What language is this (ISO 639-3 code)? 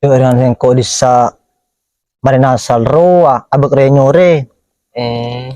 mad